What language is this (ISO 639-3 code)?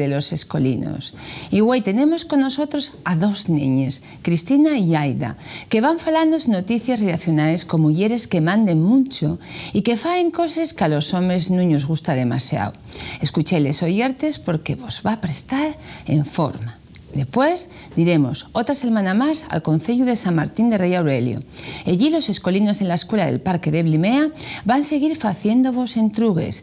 ast